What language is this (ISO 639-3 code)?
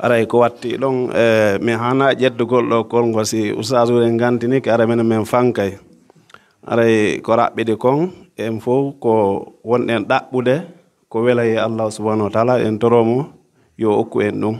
fuf